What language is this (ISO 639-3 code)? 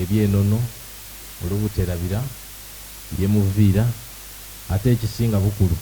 xog